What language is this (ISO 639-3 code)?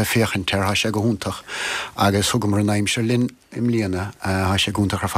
gle